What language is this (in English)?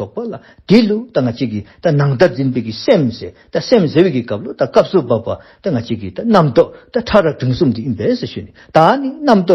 Dzongkha